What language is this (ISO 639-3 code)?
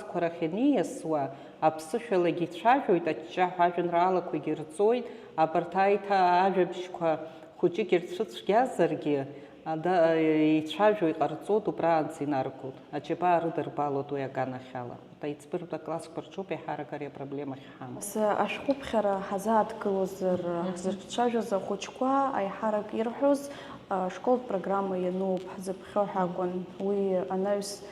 abk